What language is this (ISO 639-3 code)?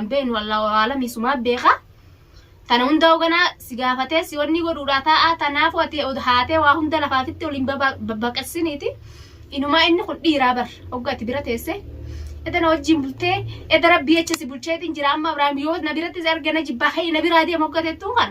orm